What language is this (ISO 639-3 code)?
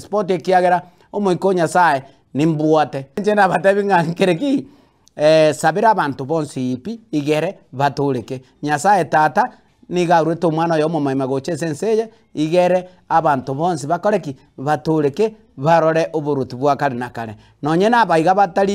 guz